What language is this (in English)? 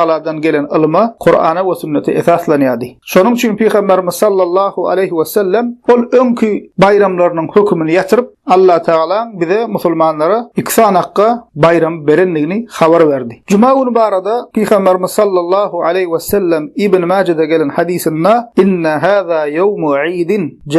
Turkmen